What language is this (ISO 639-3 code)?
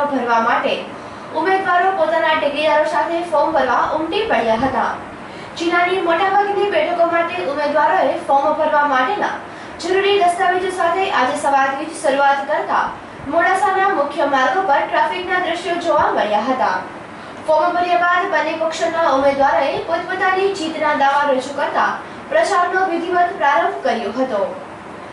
guj